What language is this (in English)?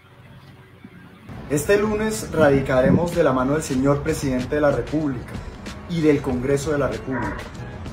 Spanish